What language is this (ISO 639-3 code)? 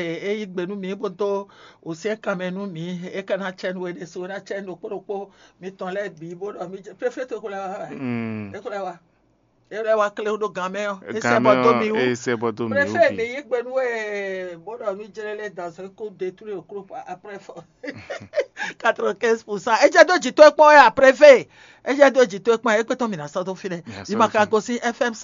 fon